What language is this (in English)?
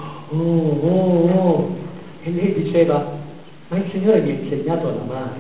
Italian